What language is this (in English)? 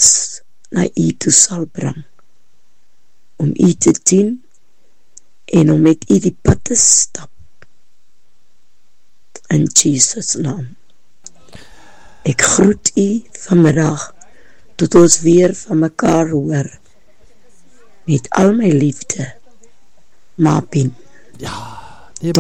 Afrikaans